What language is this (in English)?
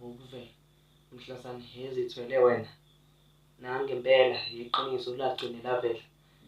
Zulu